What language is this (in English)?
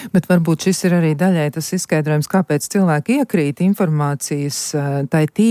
Latvian